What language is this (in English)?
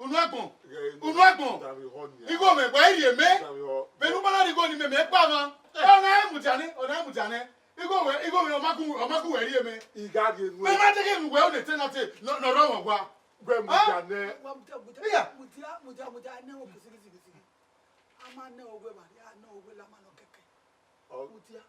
Bini